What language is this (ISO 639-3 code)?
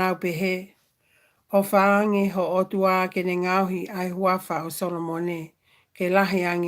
ton